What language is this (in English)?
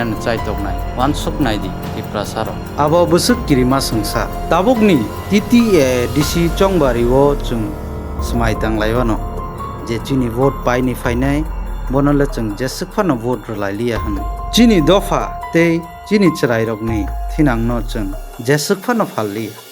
Kok Borok